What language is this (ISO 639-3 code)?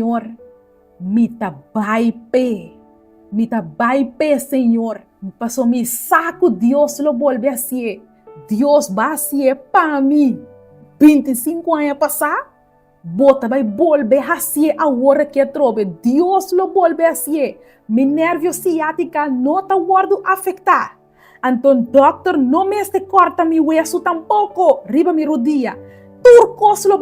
pap